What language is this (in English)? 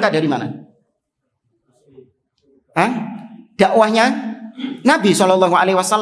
Indonesian